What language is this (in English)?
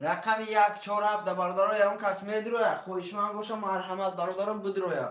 Tajik